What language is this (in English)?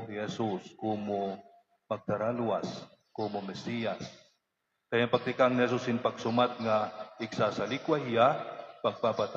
Waray